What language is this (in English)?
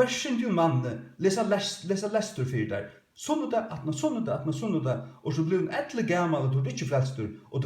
Faroese